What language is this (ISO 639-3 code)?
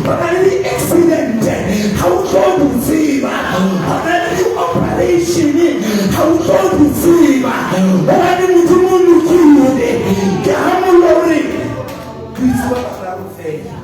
sot